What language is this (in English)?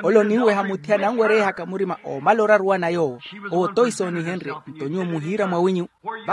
Makhuwa